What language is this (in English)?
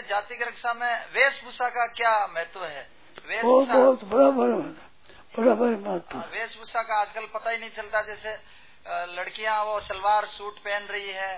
Hindi